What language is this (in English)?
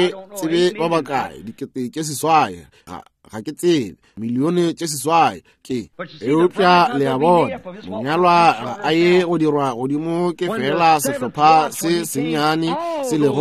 Northern Sotho